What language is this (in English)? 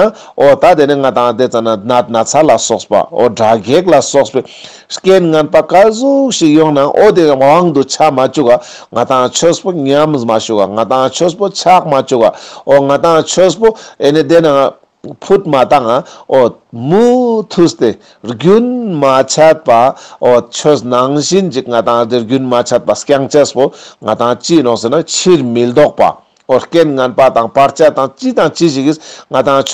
Ladakhi